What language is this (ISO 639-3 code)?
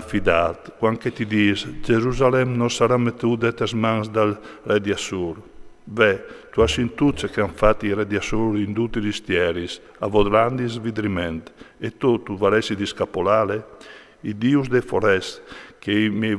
fur